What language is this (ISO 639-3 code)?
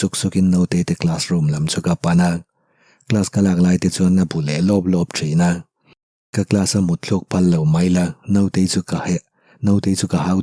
lus